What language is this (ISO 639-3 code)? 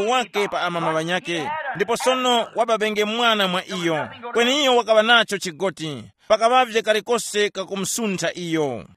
tum